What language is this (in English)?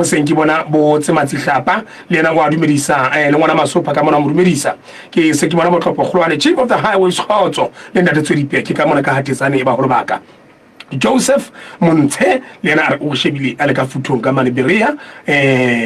Southern Sotho